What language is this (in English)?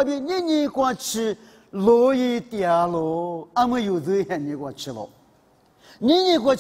Lisu